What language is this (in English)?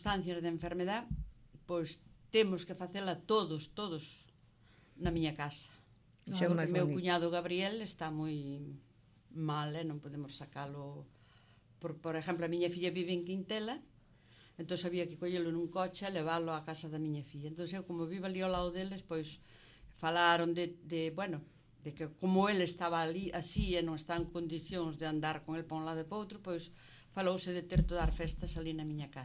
Galician